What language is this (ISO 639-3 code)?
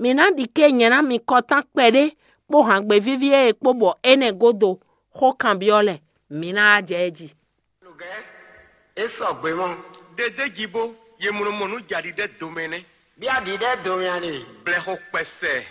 fon